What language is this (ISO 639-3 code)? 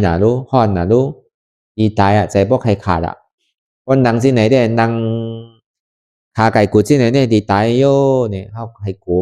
shn